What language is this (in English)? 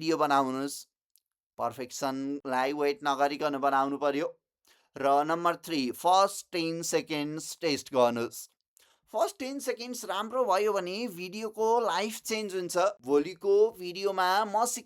Nepali